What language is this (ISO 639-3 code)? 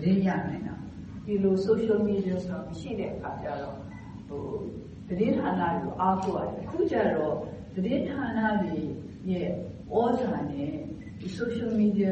mya